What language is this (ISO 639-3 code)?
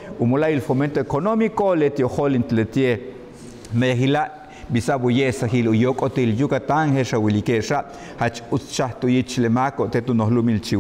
yua